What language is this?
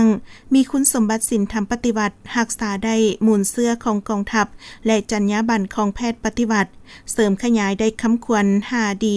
Lao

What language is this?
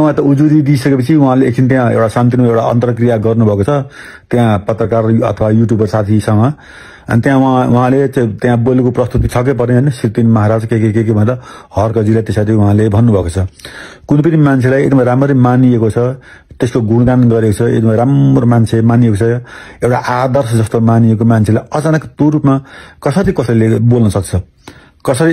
Nepali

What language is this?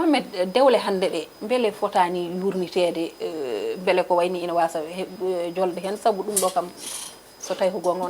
Fula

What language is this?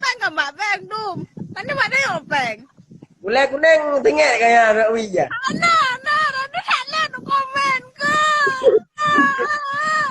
Achinese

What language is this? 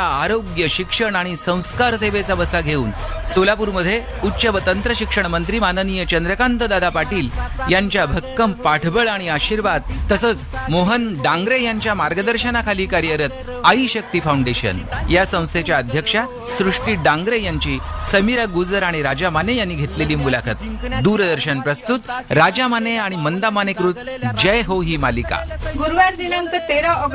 Marathi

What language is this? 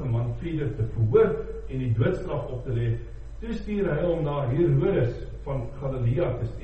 Afrikaans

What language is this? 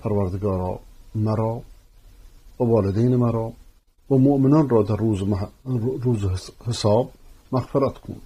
Persian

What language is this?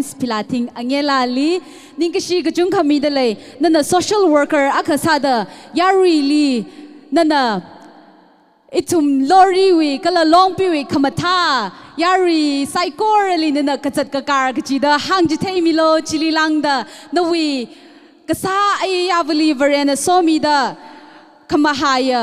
Tangkhul Naga (India)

